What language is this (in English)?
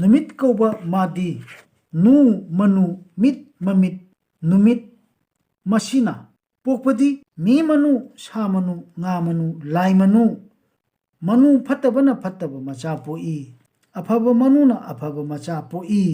Manipuri